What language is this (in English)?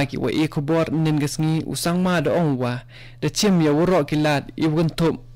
Khasi